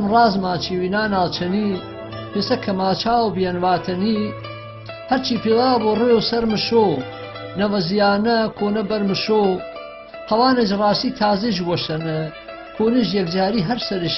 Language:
Gurani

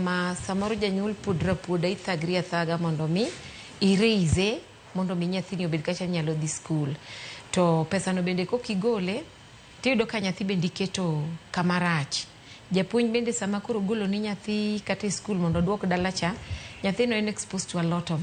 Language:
Luo (Kenya and Tanzania)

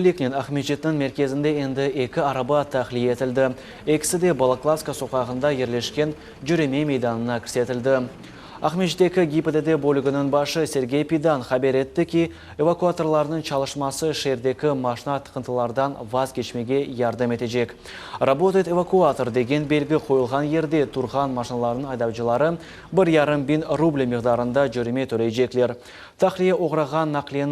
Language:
Crimean Tatar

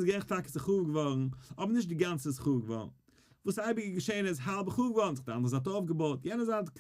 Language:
Yiddish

